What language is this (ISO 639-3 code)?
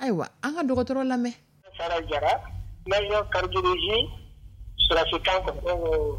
dyu